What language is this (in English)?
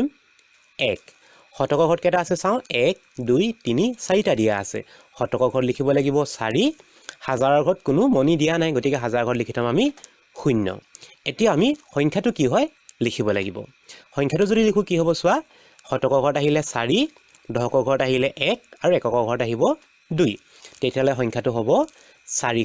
Assamese